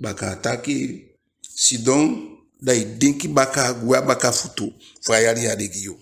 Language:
Eastern Maroon Creole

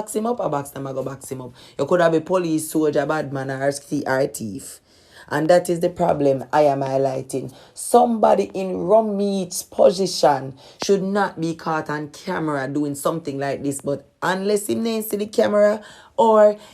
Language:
Jamaican Creole English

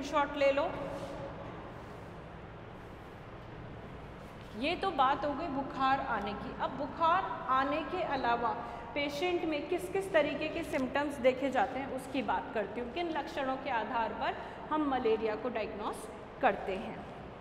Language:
Hindi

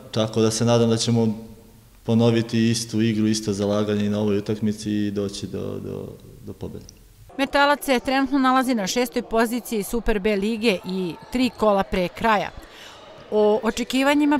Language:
Serbian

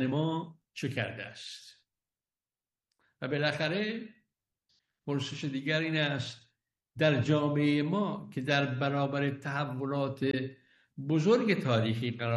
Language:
Persian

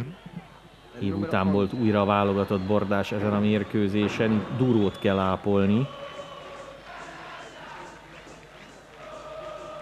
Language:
Hungarian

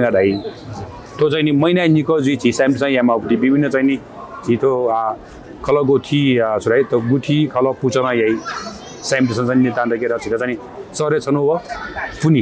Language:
Newari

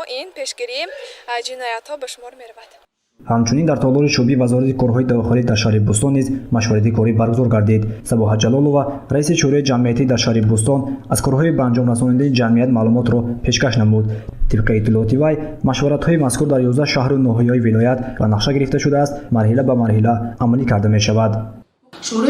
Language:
Tajik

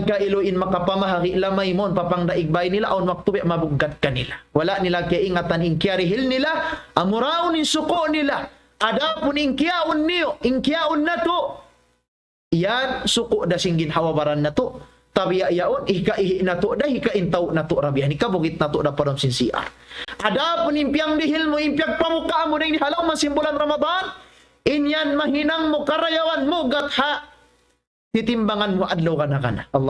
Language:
Tausug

